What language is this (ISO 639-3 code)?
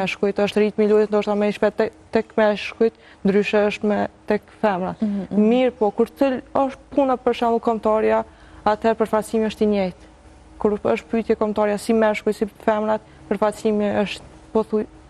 sqi